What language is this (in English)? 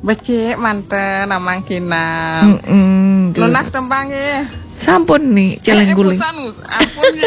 Balinese